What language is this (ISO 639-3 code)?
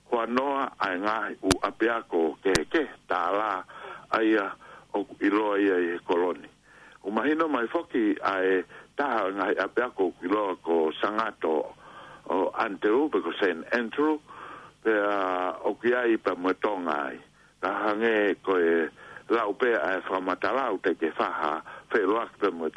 ton